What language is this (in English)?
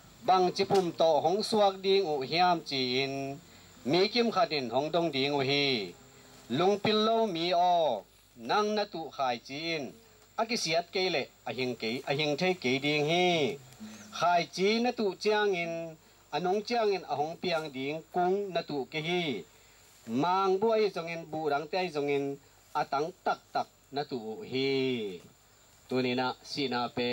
Tedim Chin